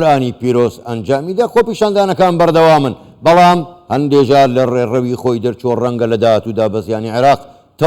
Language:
Central Kurdish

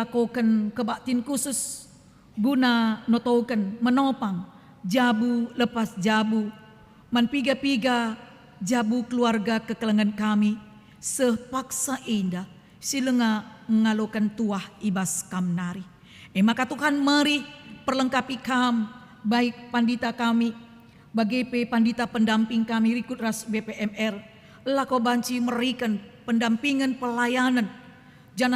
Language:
Batak Karo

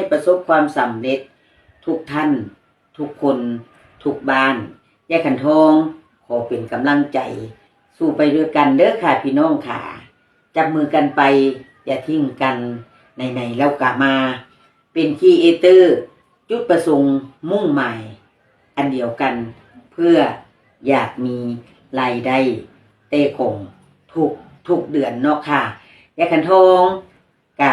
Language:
Northeastern Thai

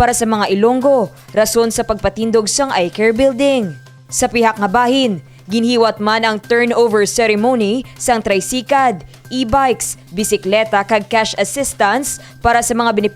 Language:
Hiligaynon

